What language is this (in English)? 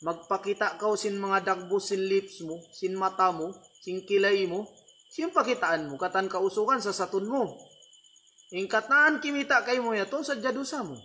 Tausug